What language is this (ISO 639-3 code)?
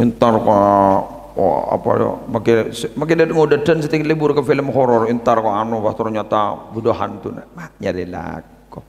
mad